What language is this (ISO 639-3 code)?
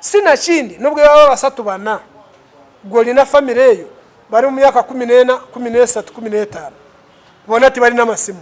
lug